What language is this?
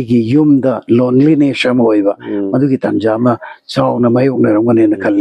Manipuri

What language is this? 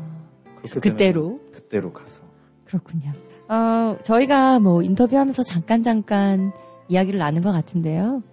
Korean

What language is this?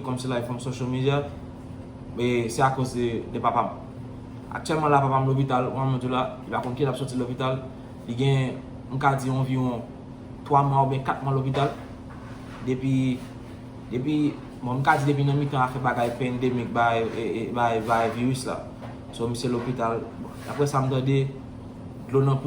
Haitian Creole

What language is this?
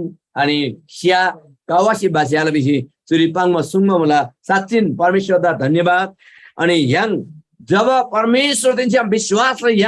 Eastern Tamang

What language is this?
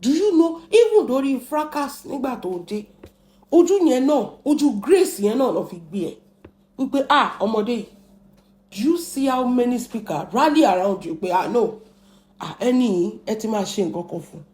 Yoruba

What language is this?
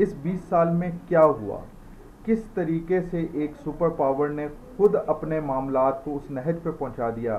Urdu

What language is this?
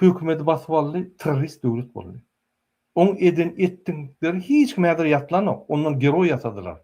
Turkmen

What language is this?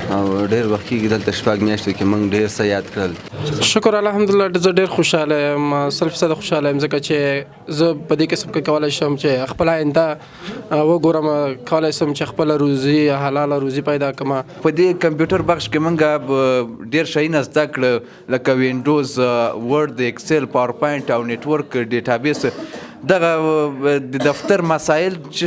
Pashto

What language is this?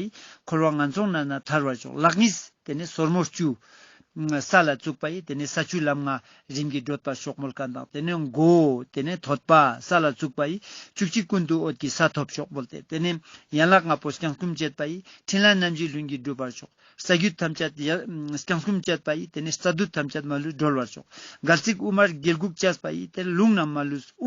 Ladakhi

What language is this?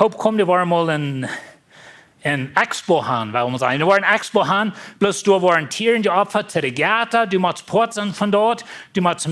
Plautdietsch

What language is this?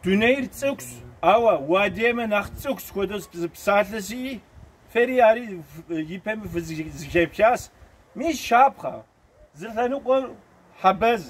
Kabardian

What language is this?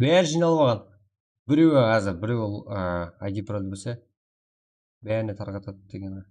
Kara-Kalpak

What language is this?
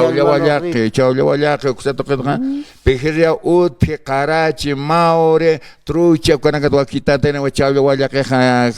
Aymara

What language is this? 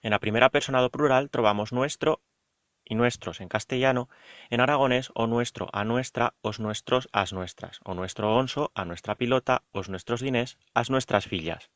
Aragonese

